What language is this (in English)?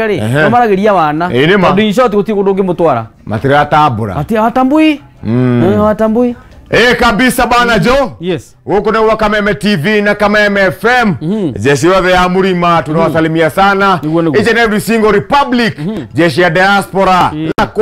Kikuyu